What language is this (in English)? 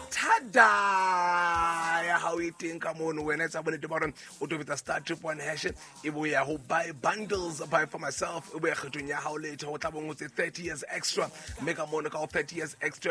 Southern Sotho